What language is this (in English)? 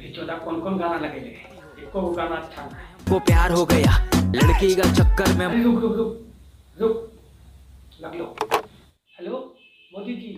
Magahi